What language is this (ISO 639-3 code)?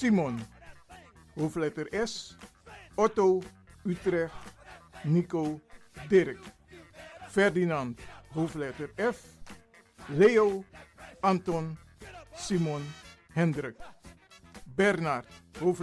nld